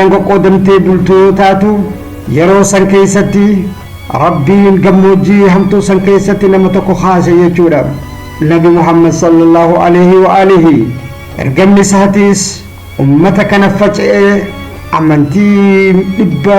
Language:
Oromo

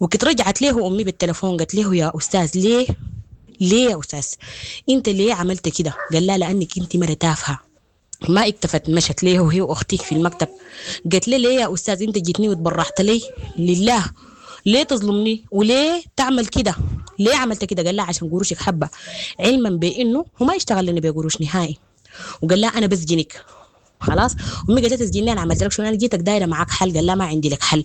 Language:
Sudanese Arabic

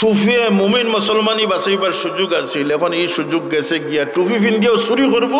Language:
Sylheti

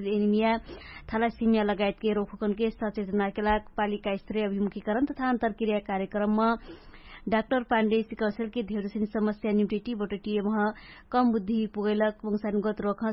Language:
Dangaura Tharu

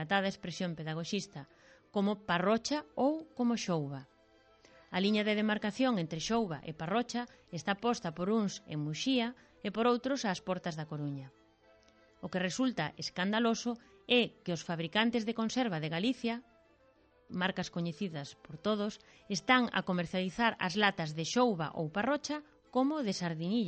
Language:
Galician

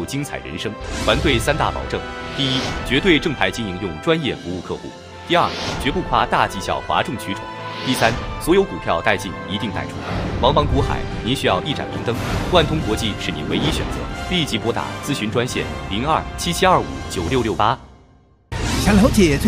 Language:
Chinese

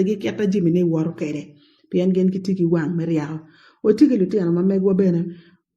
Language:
Acoli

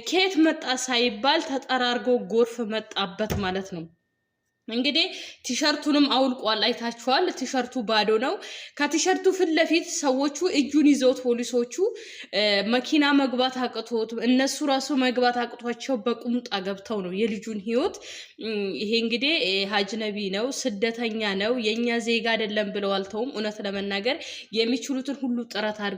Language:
Amharic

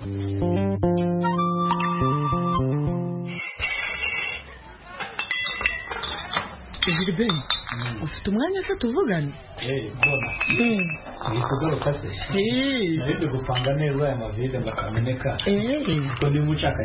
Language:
Kinyarwanda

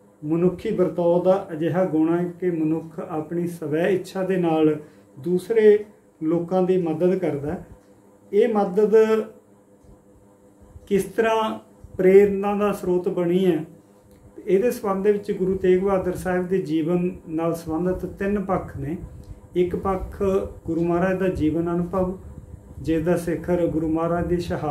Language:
Punjabi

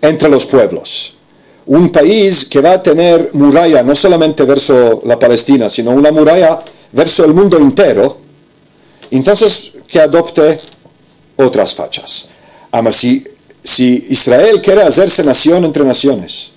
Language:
Ladino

